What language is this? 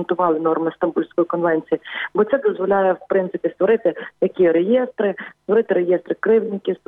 Ukrainian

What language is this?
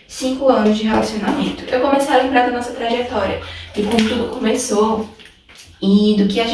Portuguese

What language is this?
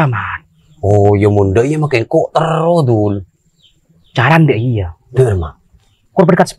Madurese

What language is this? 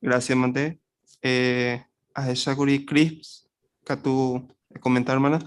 Guarani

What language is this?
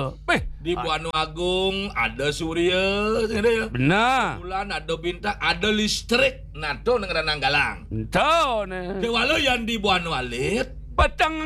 Balinese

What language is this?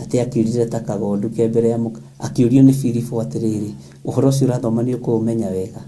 Kikuyu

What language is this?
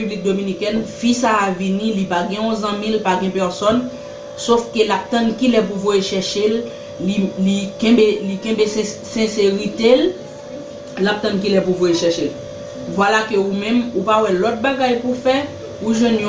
Haitian Creole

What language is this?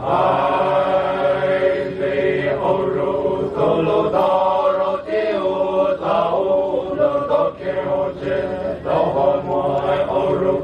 Poumei Naga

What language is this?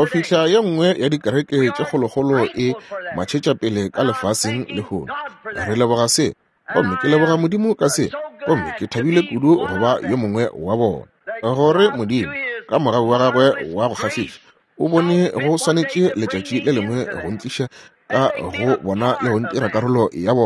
Northern Sotho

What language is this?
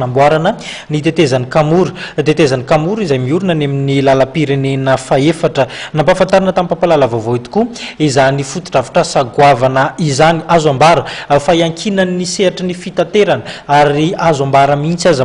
Malagasy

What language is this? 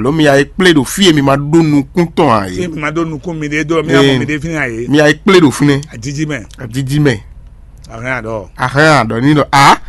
Fon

